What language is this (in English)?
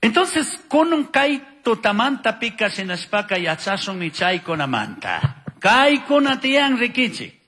Chimborazo Highland Quichua